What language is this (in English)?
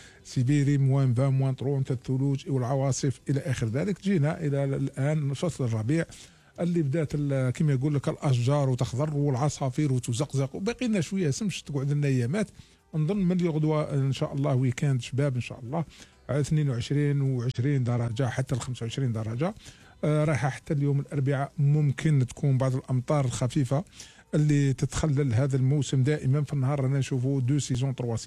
Algerian Arabic